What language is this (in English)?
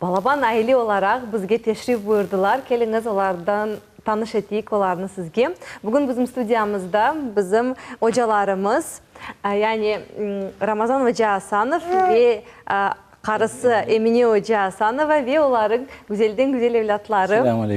Crimean Tatar